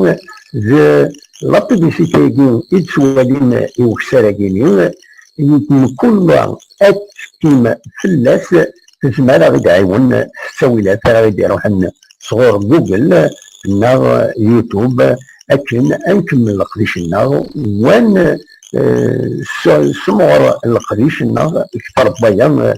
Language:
Kabyle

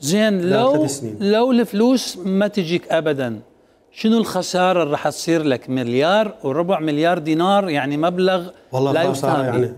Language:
Mesopotamian Arabic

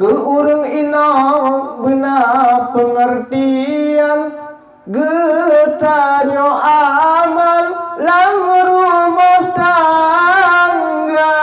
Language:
Achinese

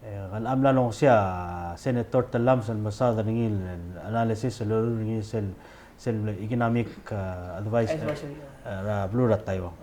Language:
Palauan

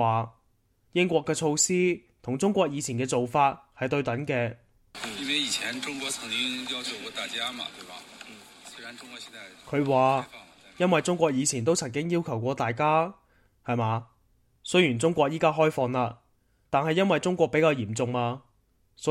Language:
Cantonese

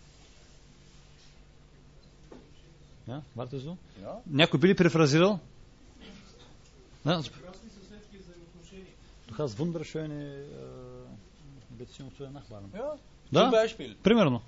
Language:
Bulgarian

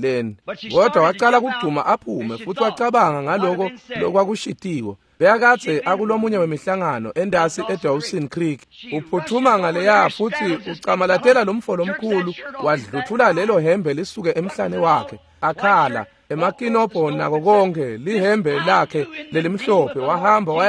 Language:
Swati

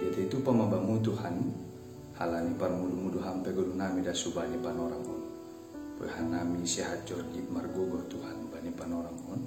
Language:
Batak Simalungun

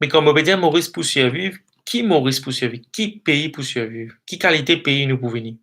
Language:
Morisyen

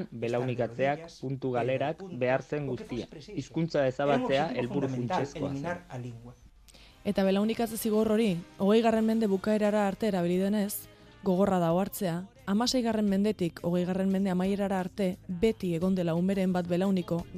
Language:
Basque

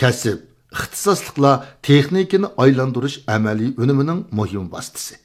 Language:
Uyghur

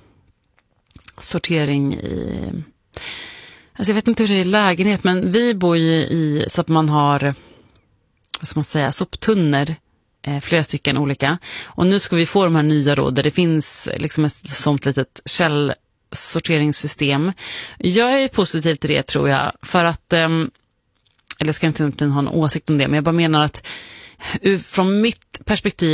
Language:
Swedish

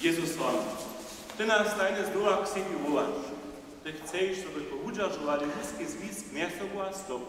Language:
Upper Sorbian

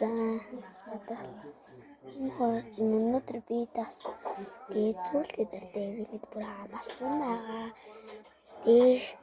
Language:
Mongolian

